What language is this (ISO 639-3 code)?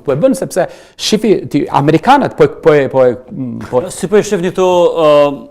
sqi